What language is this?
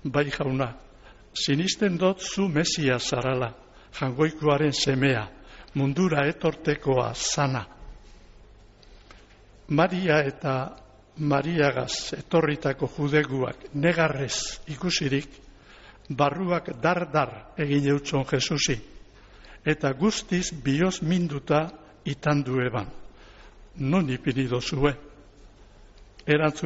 Basque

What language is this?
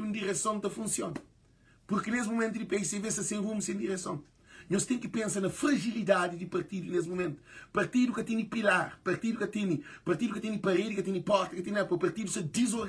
Kabuverdianu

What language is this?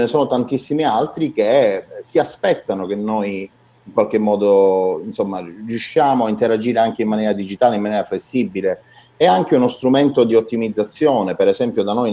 Italian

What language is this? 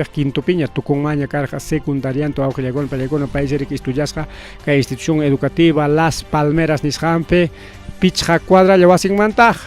Ayacucho Quechua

